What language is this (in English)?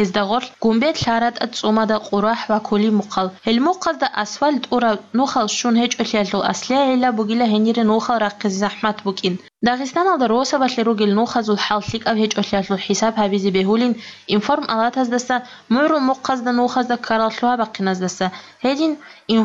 Avaric